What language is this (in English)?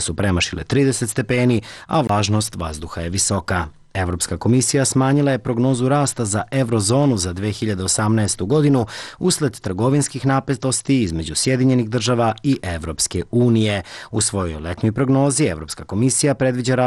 Serbian